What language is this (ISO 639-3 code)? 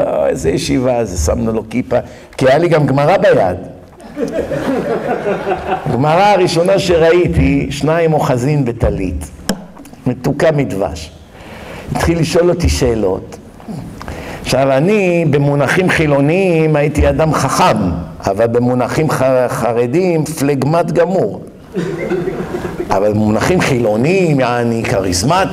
heb